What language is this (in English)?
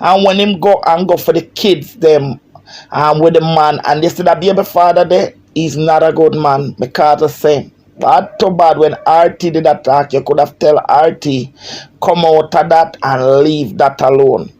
Jamaican Creole English